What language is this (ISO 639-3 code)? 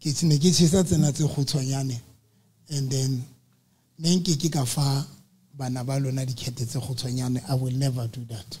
sot